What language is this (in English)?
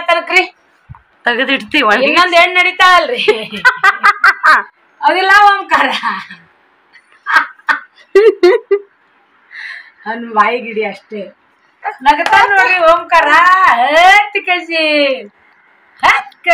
Kannada